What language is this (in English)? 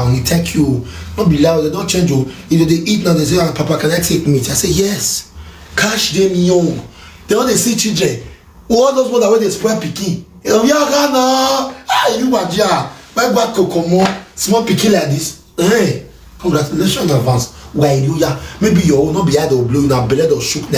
Nigerian Pidgin